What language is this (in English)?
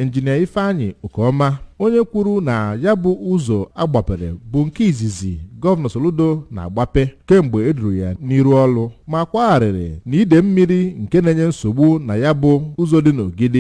Igbo